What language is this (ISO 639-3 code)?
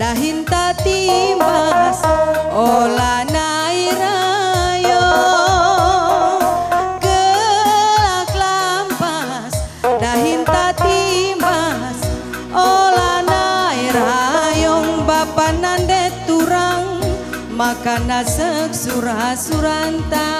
btx